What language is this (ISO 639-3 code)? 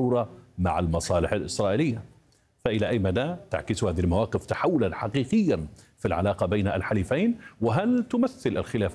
ara